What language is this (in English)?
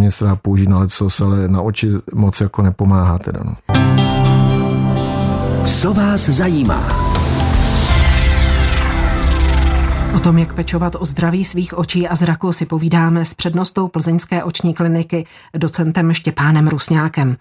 Czech